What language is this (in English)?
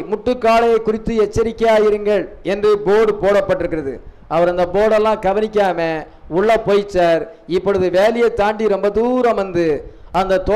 Tamil